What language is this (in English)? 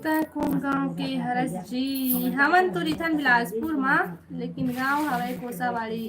Chhattisgarhi